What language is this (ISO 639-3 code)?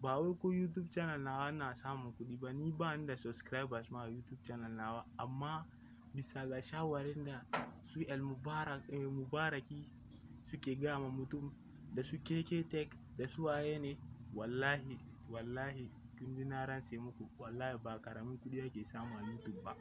hau